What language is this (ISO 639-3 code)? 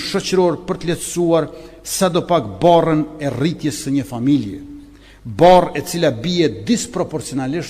sqi